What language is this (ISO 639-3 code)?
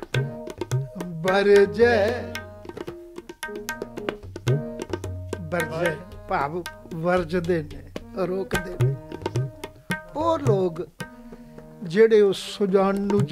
pan